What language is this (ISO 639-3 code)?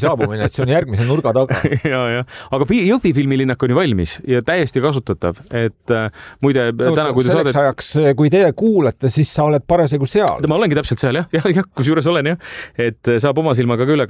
est